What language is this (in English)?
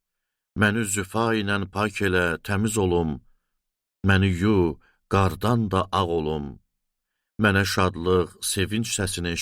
Azerbaijani